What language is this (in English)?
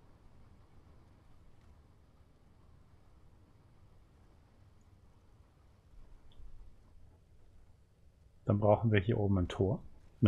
German